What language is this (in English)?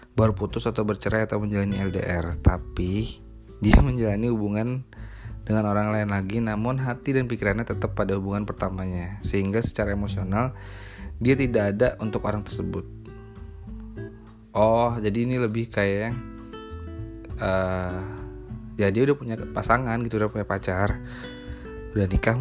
Indonesian